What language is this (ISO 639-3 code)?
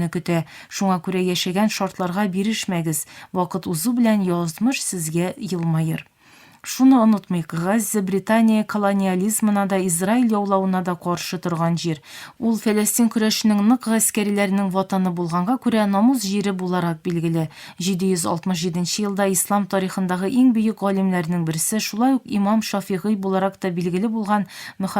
tat